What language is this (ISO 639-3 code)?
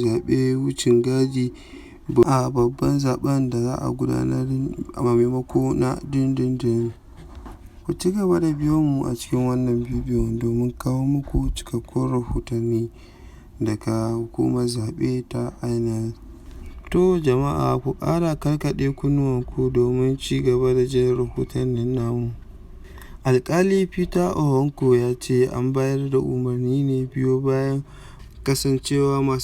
hau